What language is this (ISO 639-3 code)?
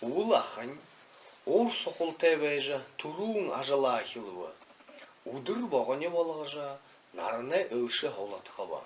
bua